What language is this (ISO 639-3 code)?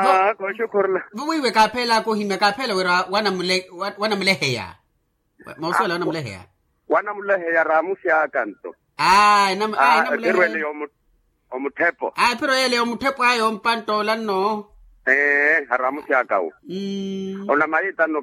vmw